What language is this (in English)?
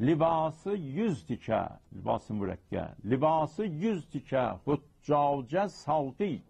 South Azerbaijani